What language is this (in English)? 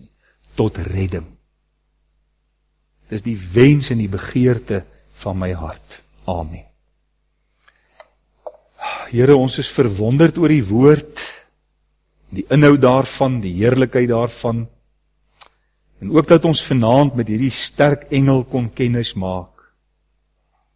Afrikaans